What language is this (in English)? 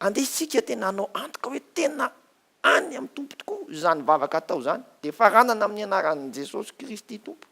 Malagasy